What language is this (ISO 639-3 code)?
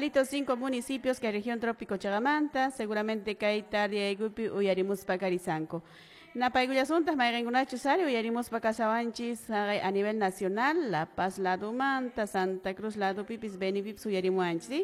que